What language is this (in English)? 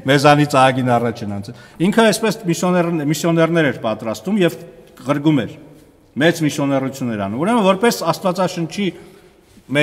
Armenian